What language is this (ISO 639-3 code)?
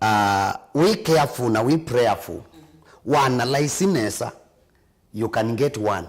kam